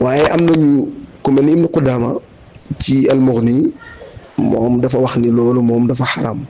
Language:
Wolof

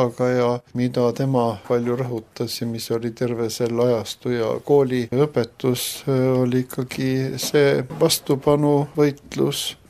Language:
Estonian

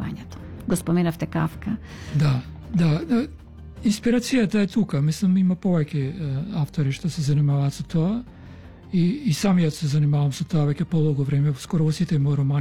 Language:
Macedonian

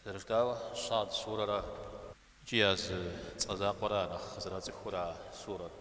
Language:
Kabardian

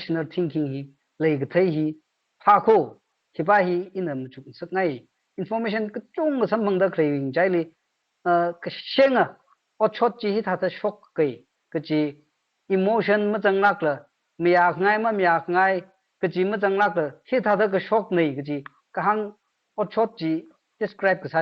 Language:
Tangkhul Naga (India)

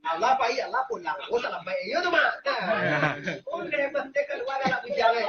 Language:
Minangkabau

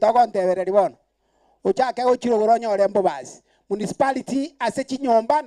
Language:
Gusii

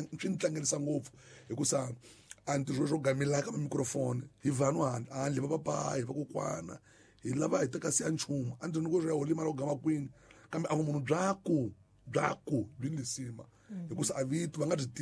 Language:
Tsonga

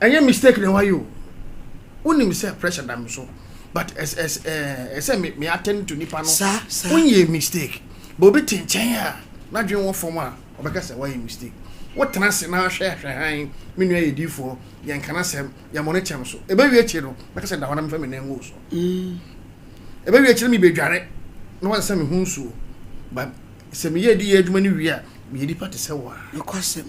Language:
Akan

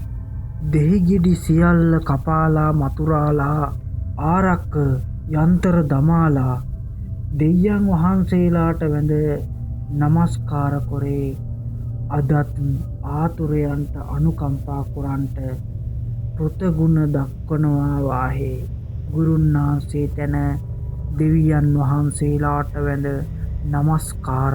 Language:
Sinhala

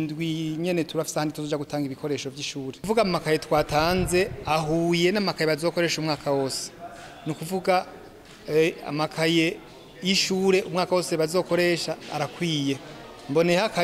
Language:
Rundi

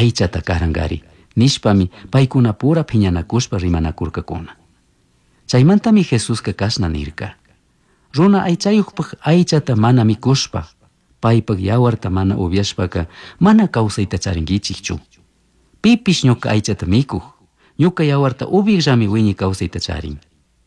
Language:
Chimborazo Highland Quichua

